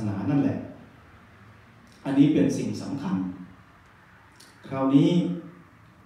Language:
Thai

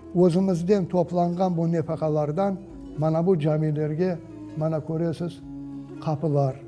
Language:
Crimean Tatar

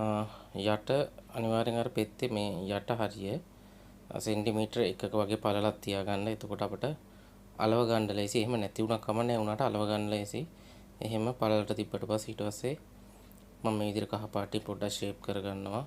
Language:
Sinhala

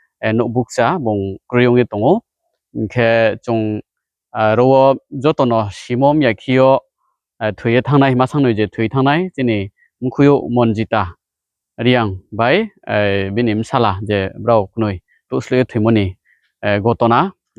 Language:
Riang (India)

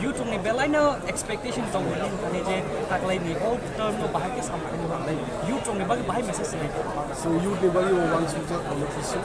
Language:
Kok Borok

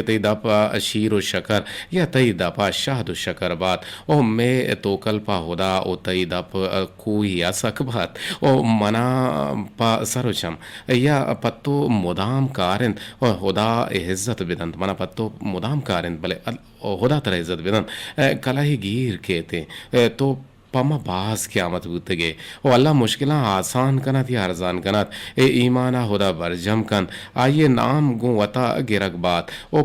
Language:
Eastern Balochi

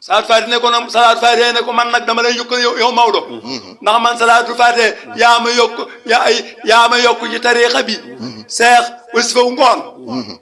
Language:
Wolof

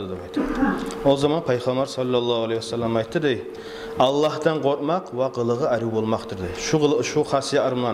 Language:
Kumyk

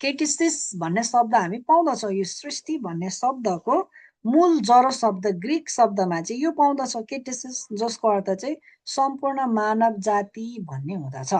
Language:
Nepali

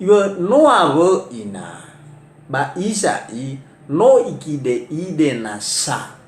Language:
Nias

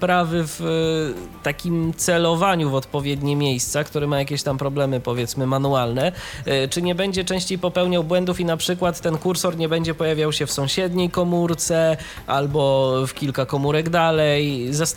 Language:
Polish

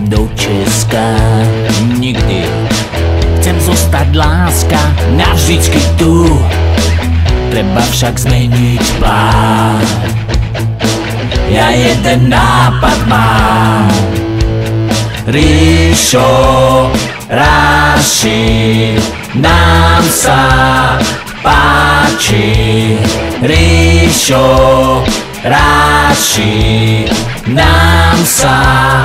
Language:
Slovak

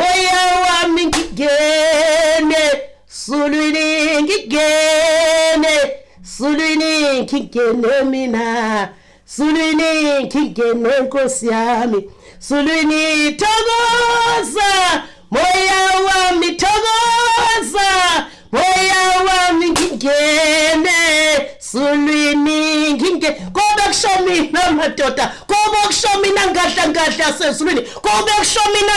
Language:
Zulu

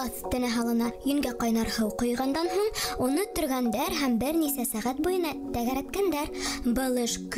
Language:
Bashkir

